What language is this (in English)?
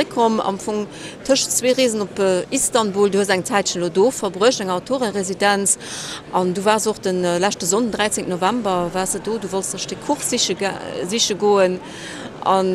Luxembourgish